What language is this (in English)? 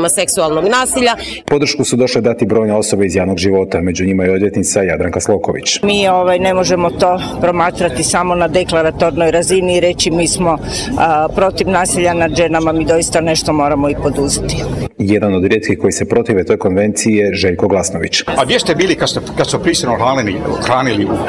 Croatian